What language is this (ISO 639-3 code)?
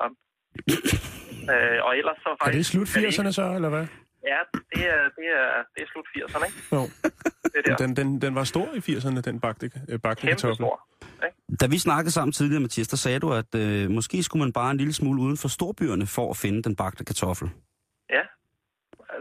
dan